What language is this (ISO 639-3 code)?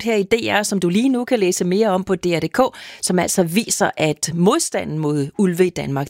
dan